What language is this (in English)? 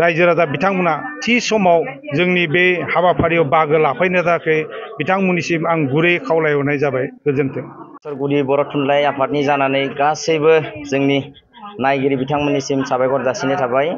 Bodo